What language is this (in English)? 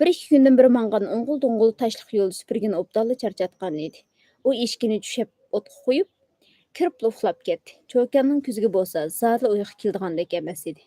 Uyghur